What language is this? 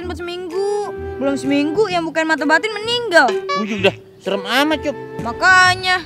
Betawi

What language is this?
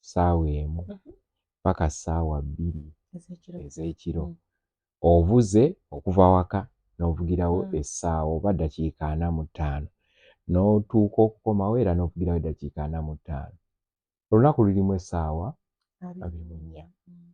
Ganda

